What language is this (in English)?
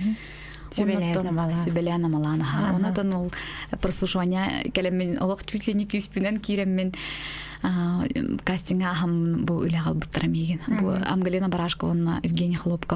Yakut